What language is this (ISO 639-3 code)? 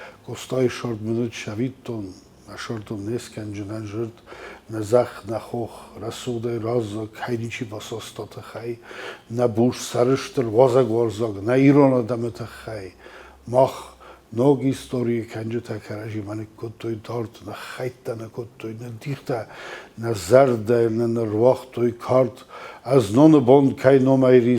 oss